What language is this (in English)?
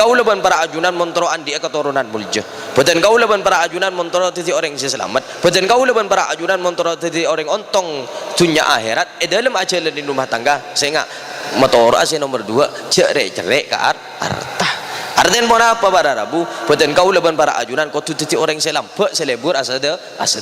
Madurese